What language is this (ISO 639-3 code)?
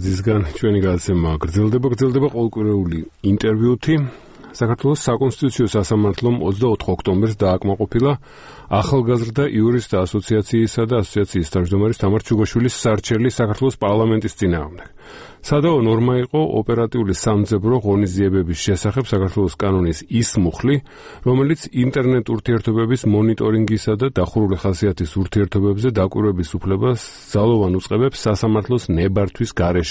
kat